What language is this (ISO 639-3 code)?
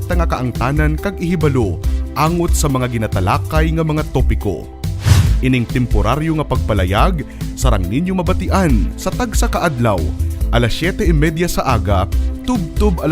hil